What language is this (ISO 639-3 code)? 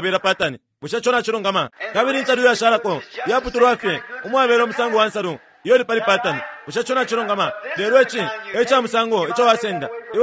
bem